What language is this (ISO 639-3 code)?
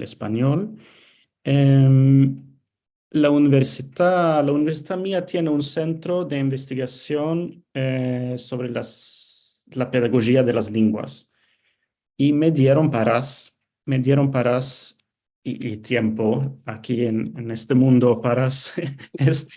lad